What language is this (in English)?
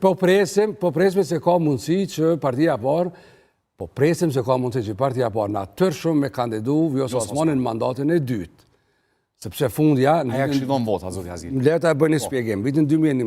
Albanian